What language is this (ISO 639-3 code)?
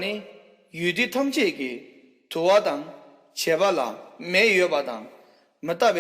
bod